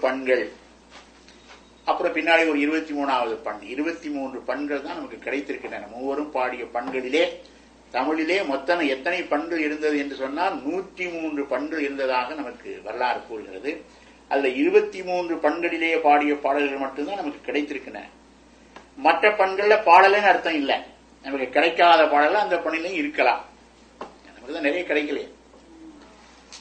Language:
Tamil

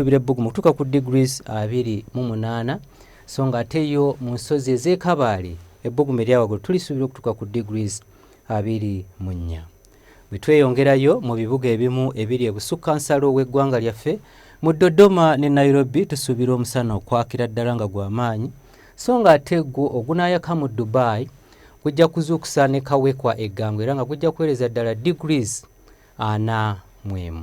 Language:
Ganda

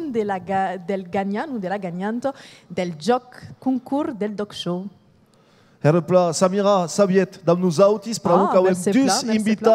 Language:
Occitan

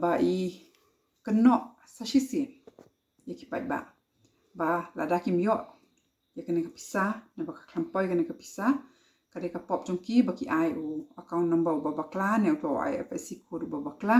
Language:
Khasi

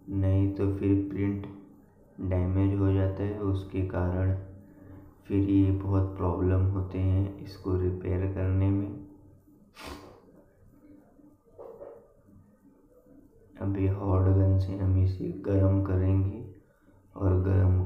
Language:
Hindi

